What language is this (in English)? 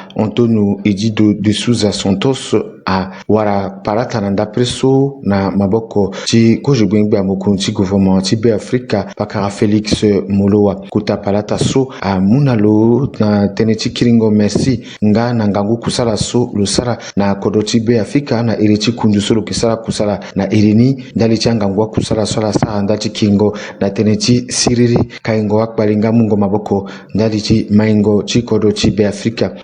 Sango